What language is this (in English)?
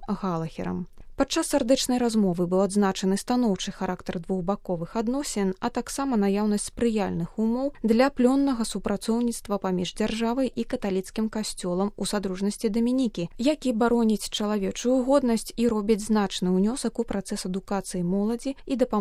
Belarusian